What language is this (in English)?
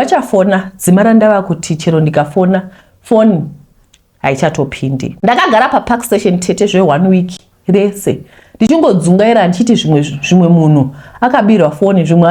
Shona